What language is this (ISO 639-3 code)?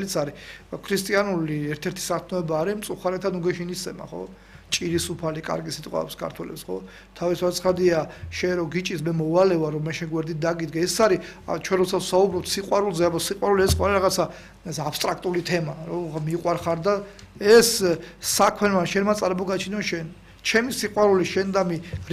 kat